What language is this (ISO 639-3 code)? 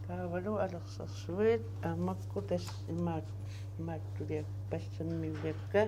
kal